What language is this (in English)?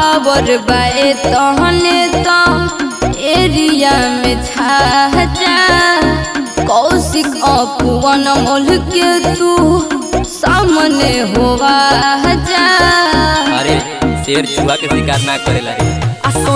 Bhojpuri